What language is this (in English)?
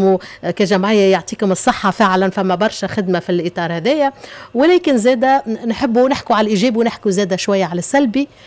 Tunisian Arabic